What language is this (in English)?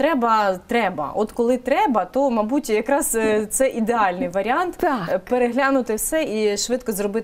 Ukrainian